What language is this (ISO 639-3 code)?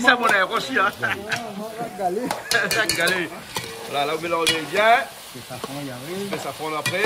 rcf